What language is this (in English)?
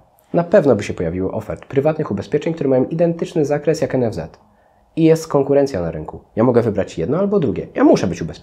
Polish